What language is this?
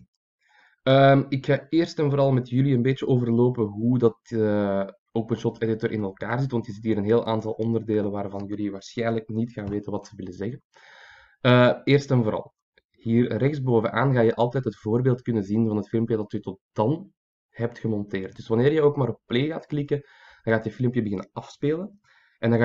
Dutch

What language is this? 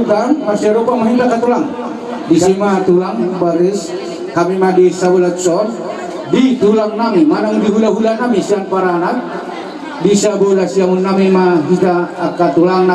Batak Toba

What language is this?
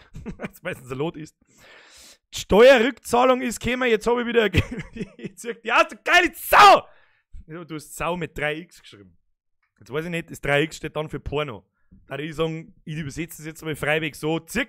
Bavarian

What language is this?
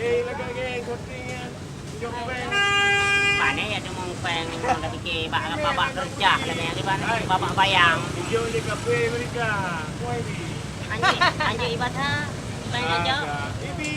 Achinese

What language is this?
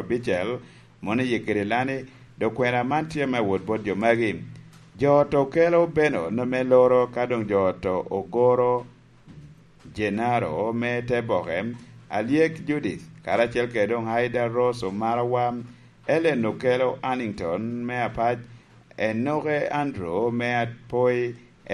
Lango (Uganda)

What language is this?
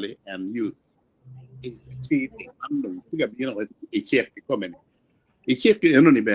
Acoli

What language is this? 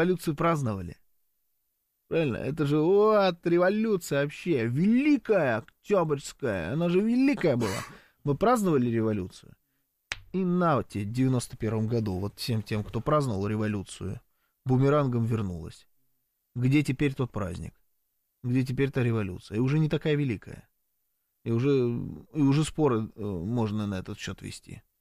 Russian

